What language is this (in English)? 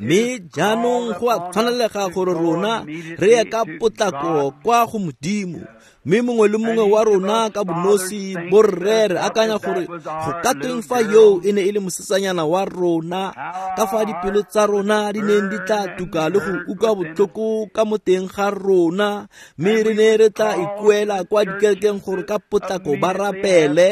Tswana